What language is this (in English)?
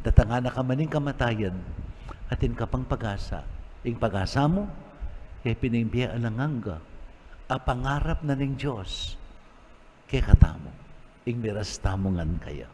Pampanga